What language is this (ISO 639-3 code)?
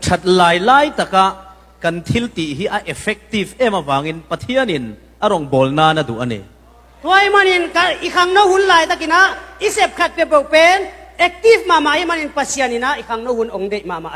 cfm